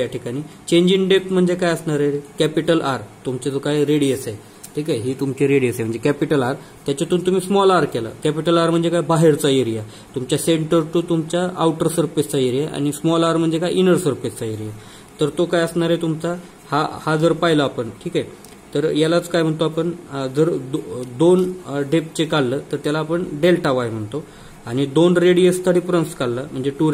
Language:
Marathi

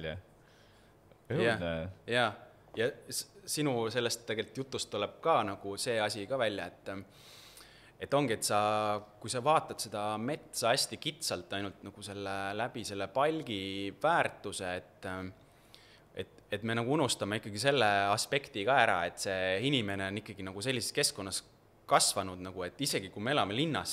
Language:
Estonian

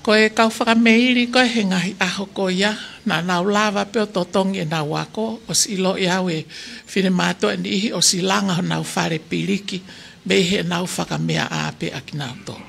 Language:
Tongan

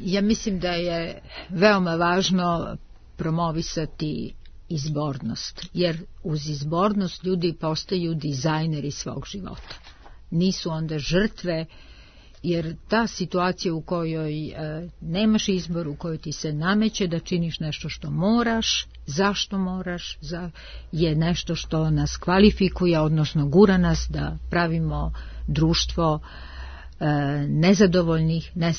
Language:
Serbian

